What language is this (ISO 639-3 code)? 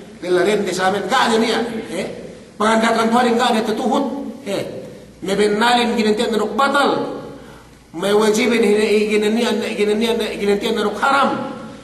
yka